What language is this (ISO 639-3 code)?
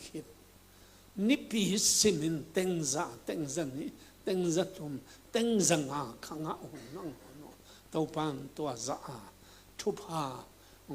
ctd